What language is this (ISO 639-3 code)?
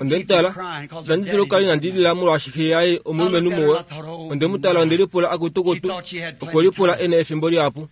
kua